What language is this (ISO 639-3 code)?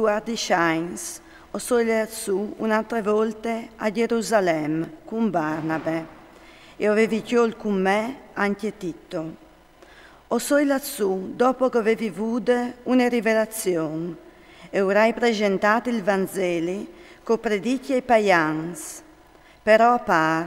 fur